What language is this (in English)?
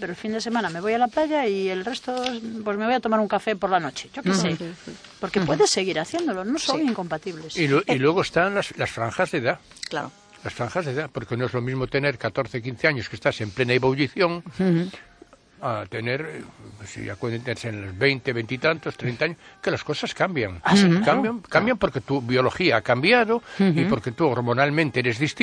Spanish